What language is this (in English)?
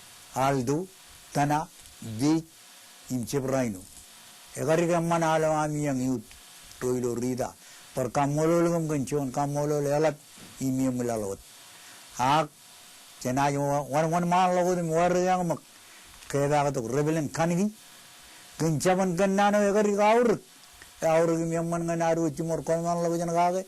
Marshallese